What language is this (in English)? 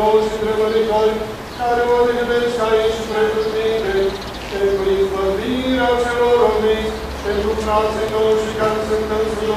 Romanian